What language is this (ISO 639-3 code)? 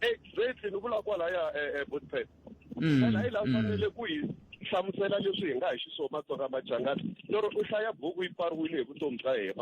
tso